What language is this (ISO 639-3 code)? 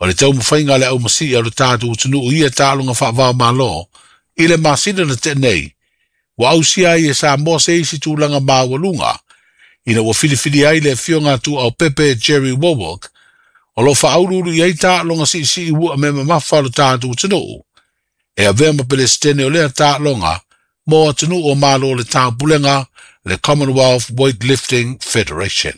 smo